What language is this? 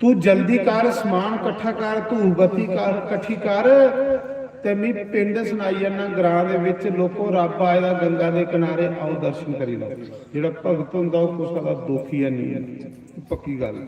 Dogri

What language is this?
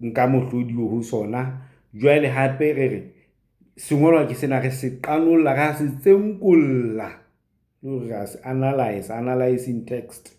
Southern Sotho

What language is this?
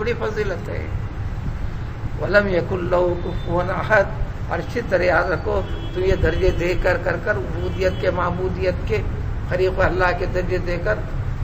Urdu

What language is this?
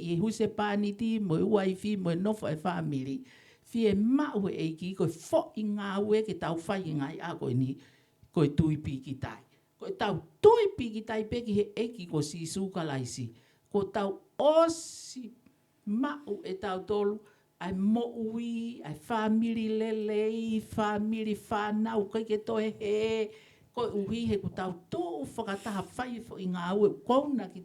Tongan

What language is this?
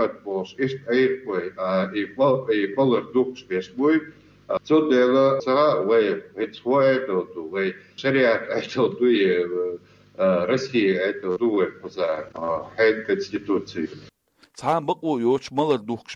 Chechen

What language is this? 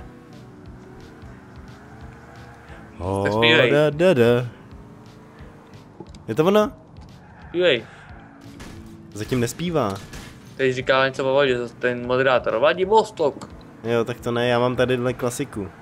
Czech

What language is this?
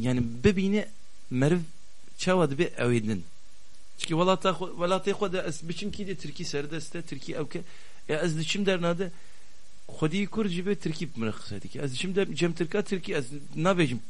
Kurdish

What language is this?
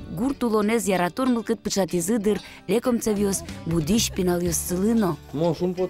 Udmurt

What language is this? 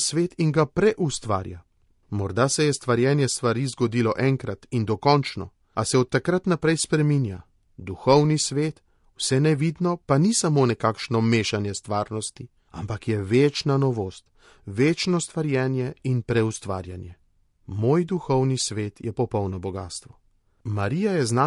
Slovenian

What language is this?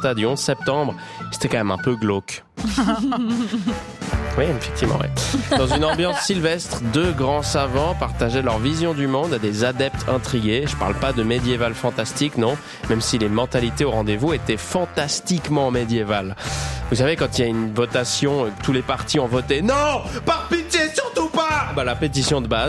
French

